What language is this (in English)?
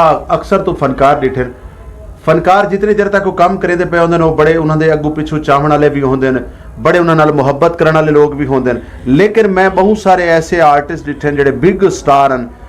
Saraiki